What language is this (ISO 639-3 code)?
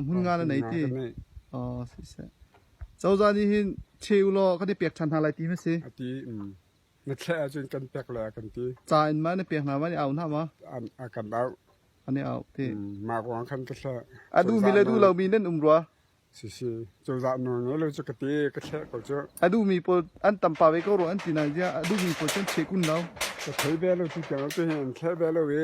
cnh